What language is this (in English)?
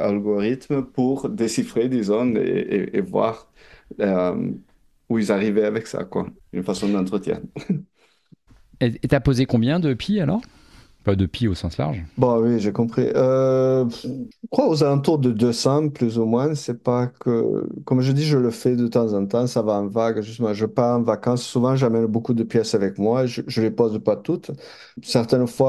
French